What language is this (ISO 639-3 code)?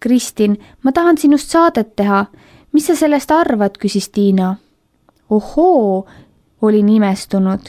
est